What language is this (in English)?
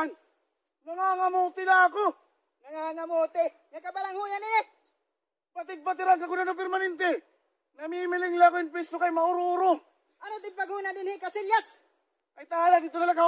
Waray